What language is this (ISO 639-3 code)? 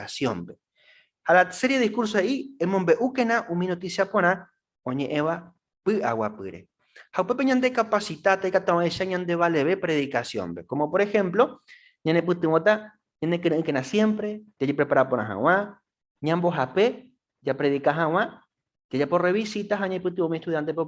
grn